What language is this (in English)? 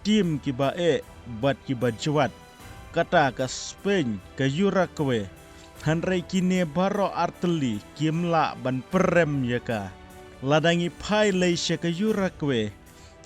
Khasi